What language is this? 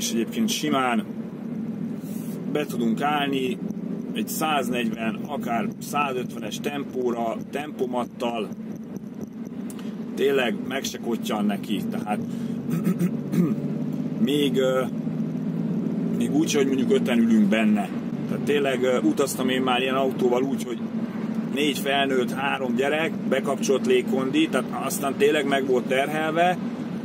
Hungarian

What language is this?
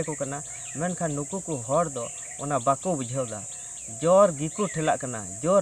Santali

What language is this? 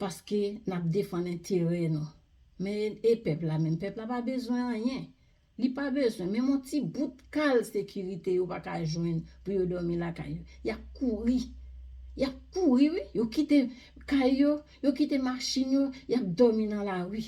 Haitian Creole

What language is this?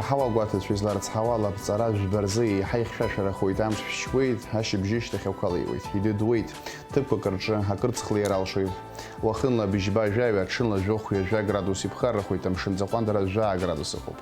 Abkhazian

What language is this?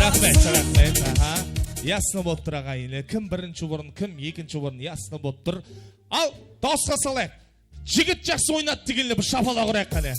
Kara-Kalpak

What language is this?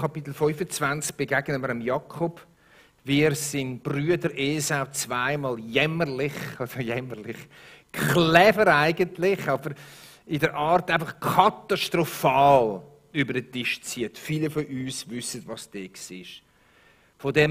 Swiss German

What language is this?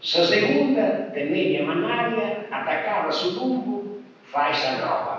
Sardinian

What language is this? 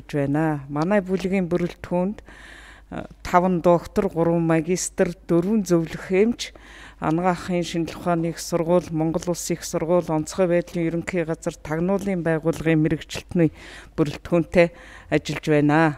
Mongolian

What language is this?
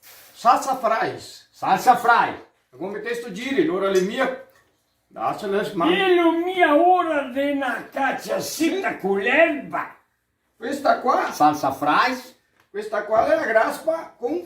Venetian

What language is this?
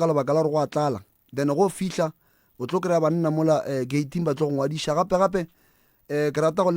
Northern Sotho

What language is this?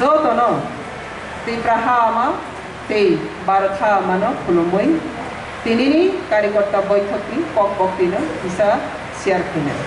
Kok Borok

